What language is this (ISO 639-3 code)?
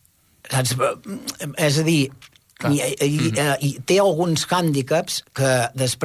cat